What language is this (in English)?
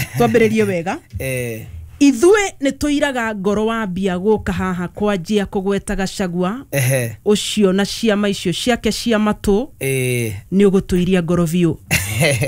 Kikuyu